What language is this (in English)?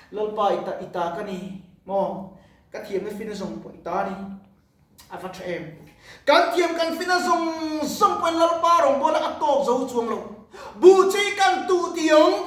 Mizo